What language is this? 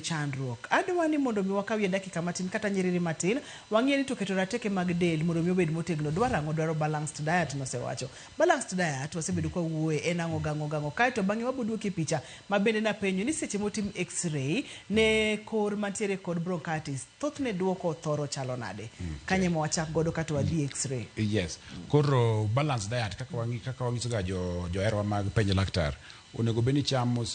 Luo (Kenya and Tanzania)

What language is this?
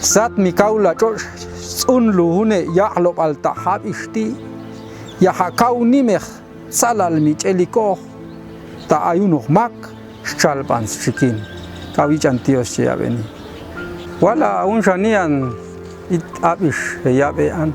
Popti'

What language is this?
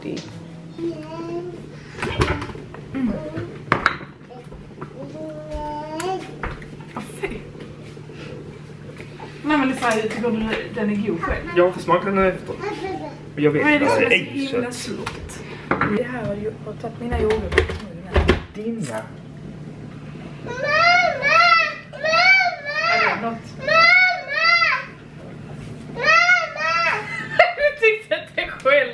Swedish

